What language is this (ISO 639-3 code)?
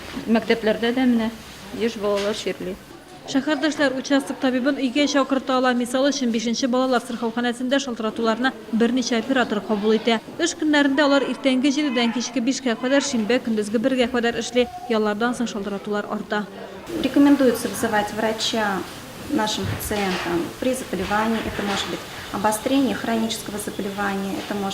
tat